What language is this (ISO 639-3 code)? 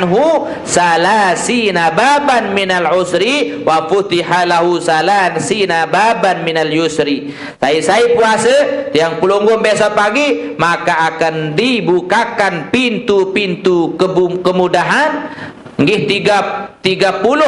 sas